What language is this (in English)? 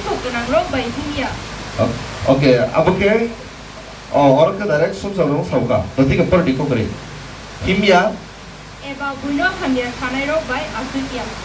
Kok Borok